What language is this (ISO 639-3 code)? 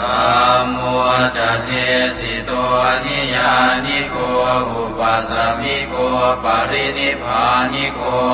pli